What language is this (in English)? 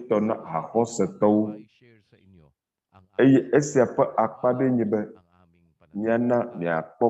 Ewe